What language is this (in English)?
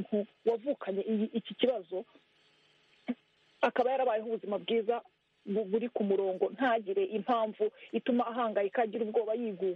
Kinyarwanda